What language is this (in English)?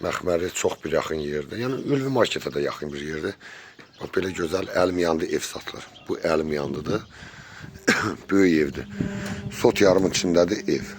Azerbaijani